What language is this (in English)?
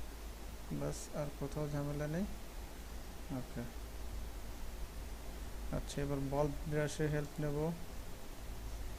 Bangla